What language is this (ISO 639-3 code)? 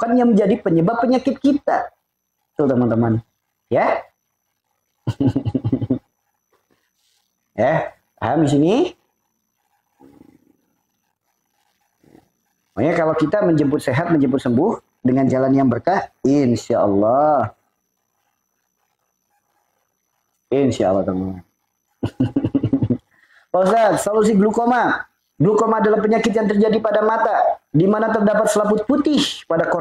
ind